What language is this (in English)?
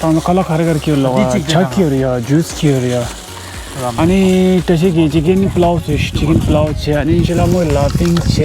Tibetan